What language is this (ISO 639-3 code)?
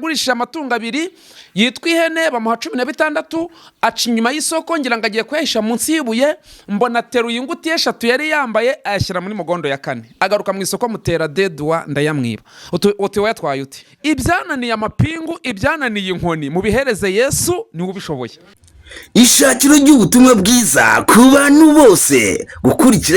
kin